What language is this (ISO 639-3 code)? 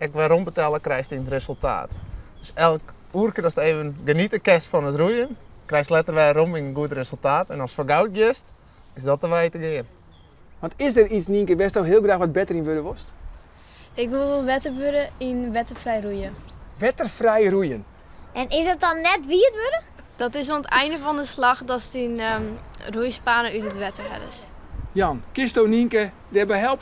fry